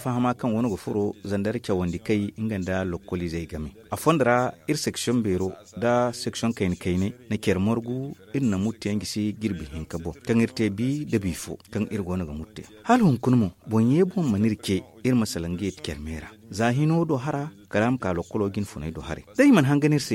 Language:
Zarma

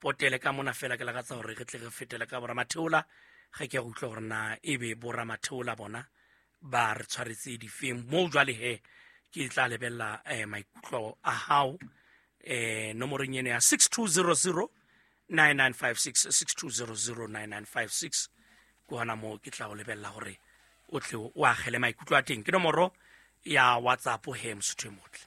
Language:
Southern Sotho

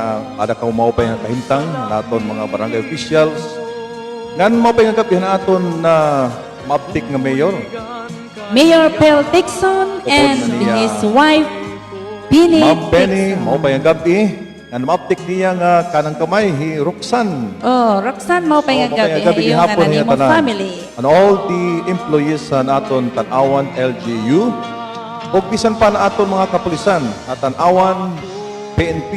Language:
Waray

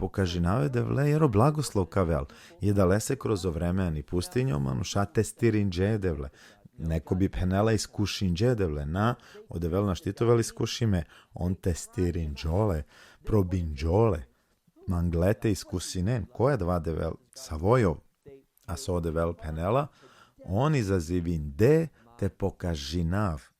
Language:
Balkan Romani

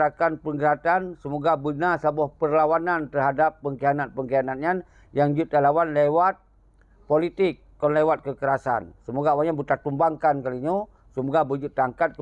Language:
Achinese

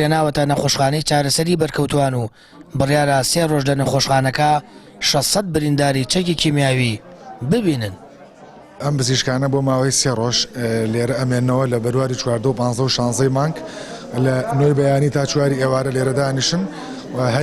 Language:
Central Kurdish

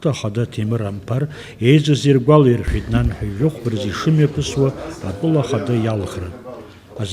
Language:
Abkhazian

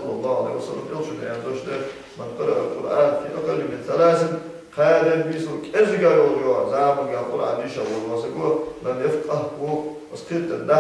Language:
Ingush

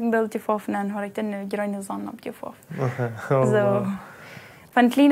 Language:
Plautdietsch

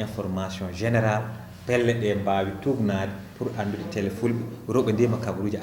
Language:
Fula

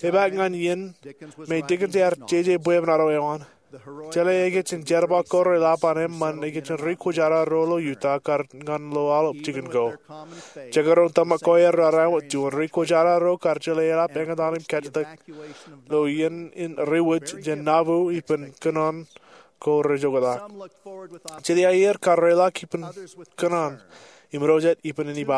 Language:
Marshallese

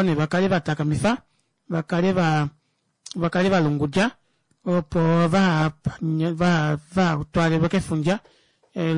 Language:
Kuanyama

